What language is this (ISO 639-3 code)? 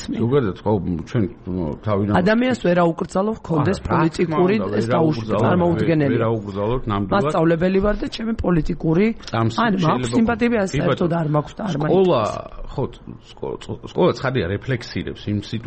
kat